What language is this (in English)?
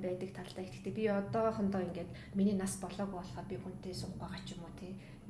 Mongolian